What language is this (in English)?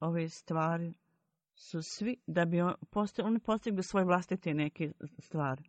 Bosnian